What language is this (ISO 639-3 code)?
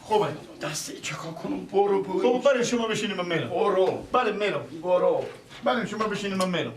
fas